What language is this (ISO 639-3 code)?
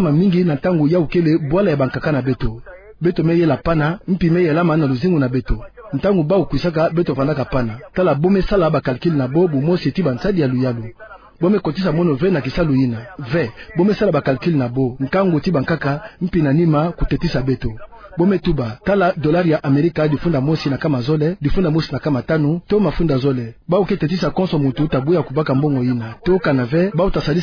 ktu